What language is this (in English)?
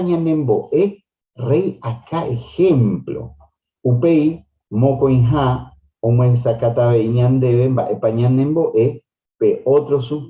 Guarani